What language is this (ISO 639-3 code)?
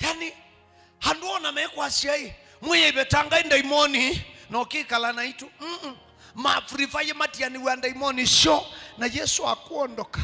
kam